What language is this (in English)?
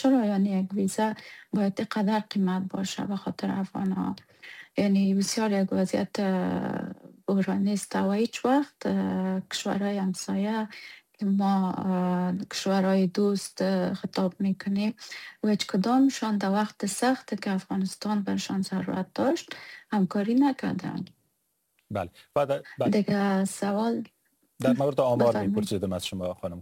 Persian